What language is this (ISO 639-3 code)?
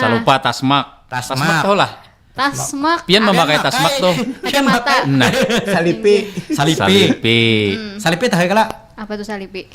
bjn